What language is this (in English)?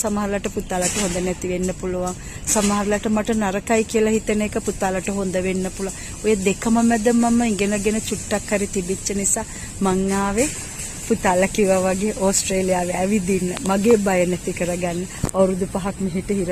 Sinhala